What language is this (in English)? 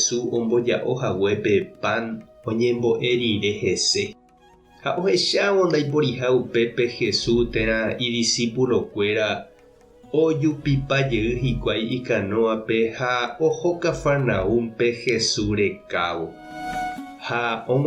Guarani